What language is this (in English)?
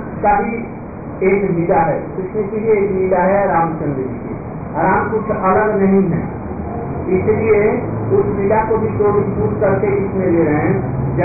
Hindi